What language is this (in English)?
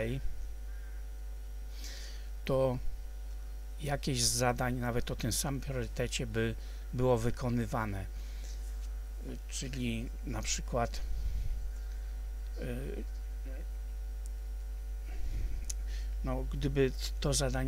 Polish